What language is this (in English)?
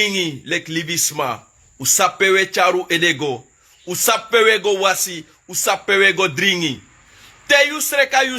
Sranan Tongo